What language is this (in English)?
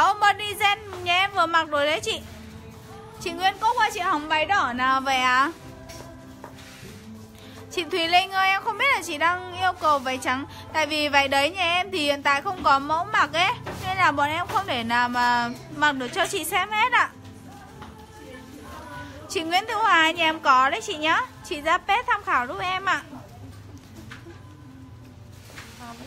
Vietnamese